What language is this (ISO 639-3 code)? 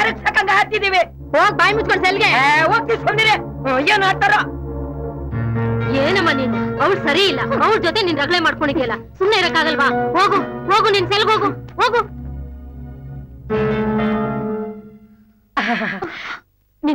kan